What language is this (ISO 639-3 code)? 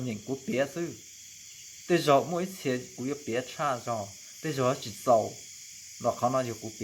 hmn